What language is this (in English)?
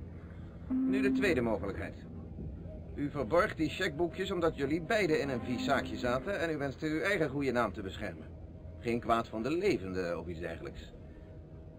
Dutch